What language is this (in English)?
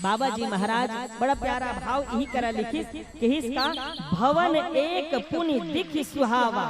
Chhattisgarhi